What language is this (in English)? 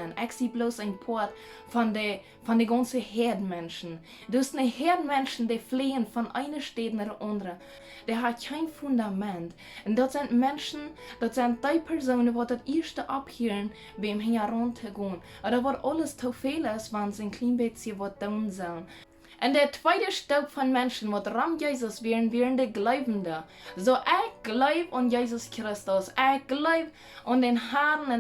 Plautdietsch